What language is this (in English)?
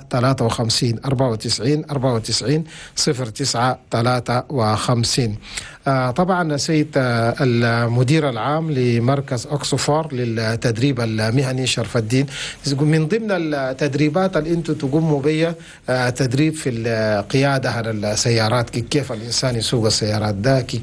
Chadian Arabic